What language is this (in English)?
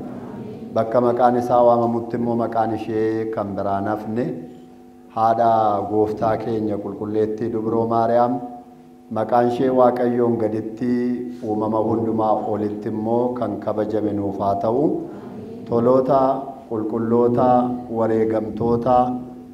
Oromo